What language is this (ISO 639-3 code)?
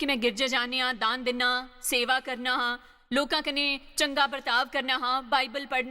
doi